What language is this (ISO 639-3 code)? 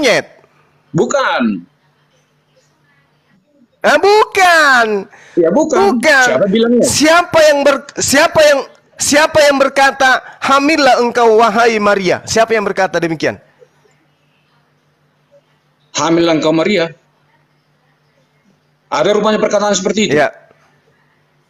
ind